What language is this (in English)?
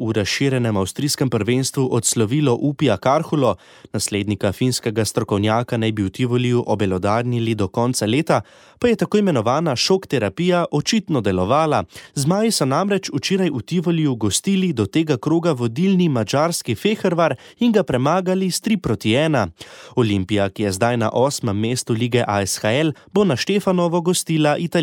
Slovenian